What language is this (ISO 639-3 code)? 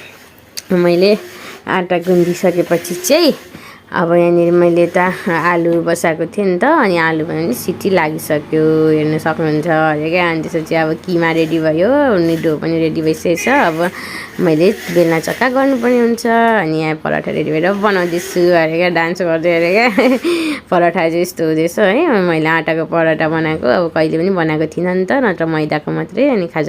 nep